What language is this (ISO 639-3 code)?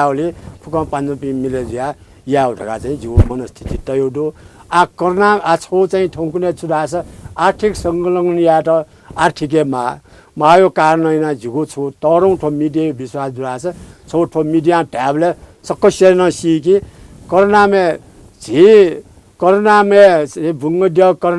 new